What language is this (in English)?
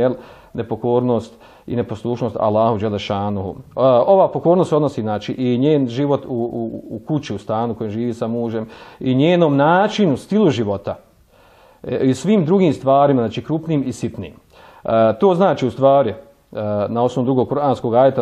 Bosnian